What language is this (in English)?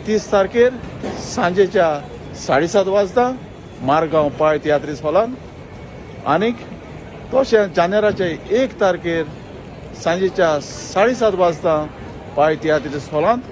Konkani